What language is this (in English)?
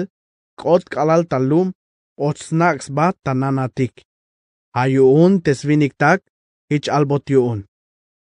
Tzeltal